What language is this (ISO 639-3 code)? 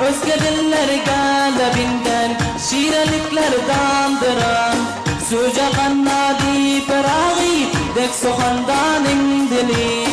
tuk